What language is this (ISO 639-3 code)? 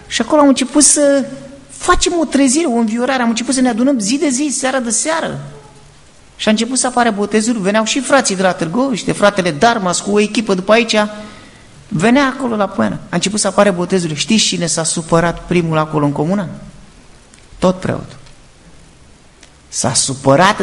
ron